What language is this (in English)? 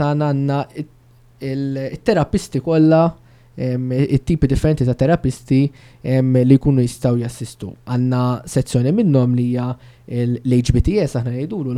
Maltese